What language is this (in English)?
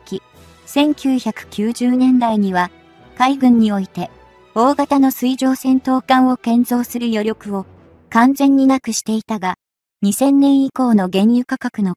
Japanese